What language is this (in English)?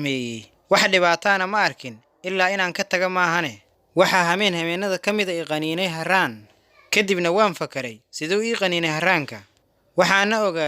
Somali